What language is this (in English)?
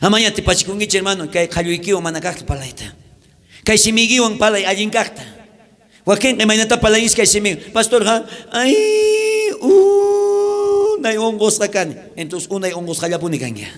South Bolivian Quechua